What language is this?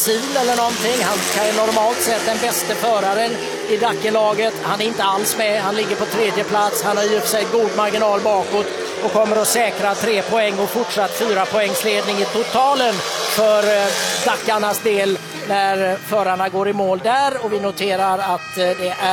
Swedish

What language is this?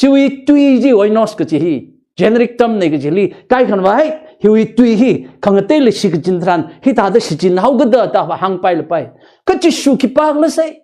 Tangkhul Naga (India)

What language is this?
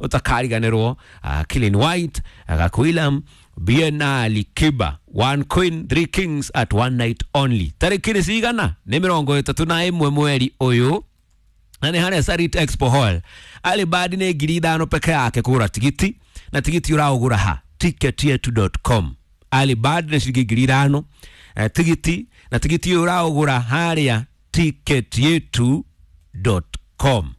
Kikuyu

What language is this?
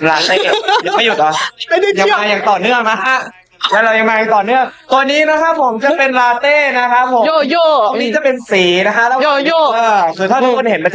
Thai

